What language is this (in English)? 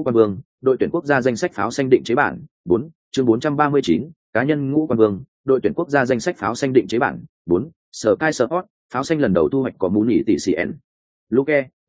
Vietnamese